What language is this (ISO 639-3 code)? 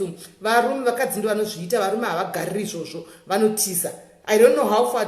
sna